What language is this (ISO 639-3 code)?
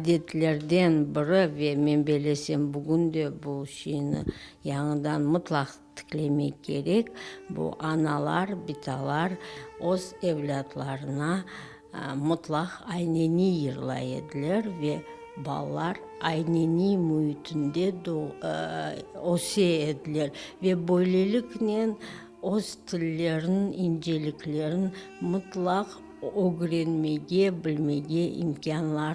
crh